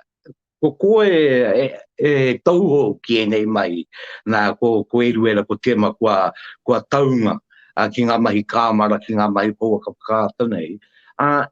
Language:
Māori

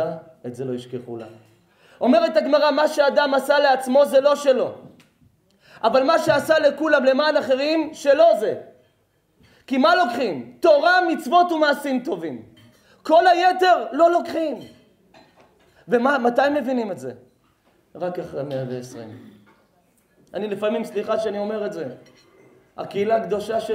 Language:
Hebrew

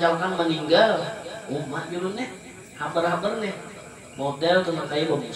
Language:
Banjar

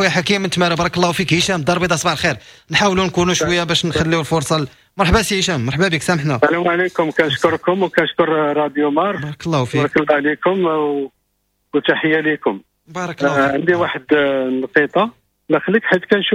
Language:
Moroccan Arabic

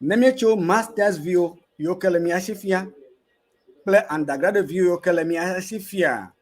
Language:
Ewe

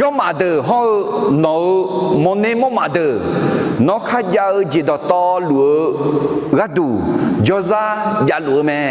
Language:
Akha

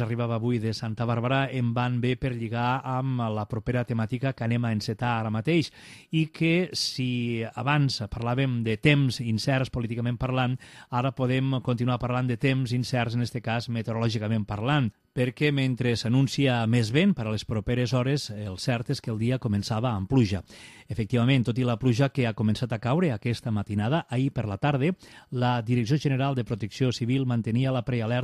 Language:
Catalan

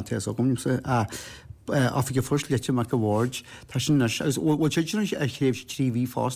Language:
Irish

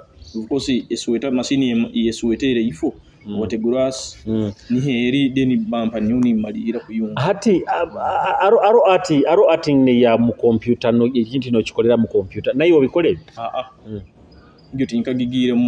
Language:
Nyoro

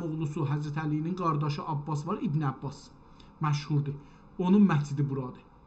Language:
South Azerbaijani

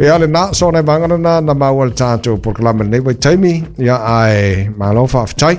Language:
Samoan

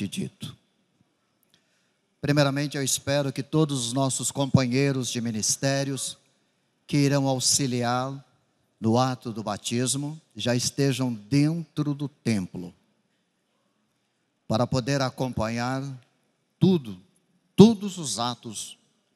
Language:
Portuguese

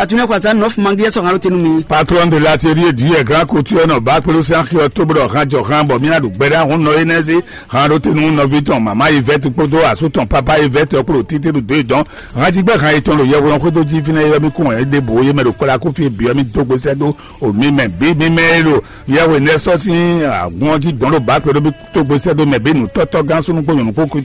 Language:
Fon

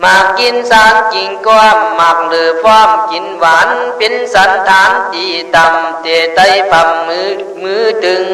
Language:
Khün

